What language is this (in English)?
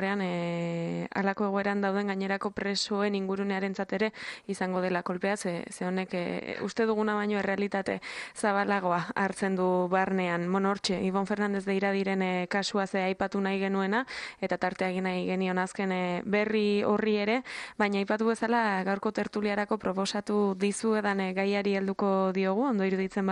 Basque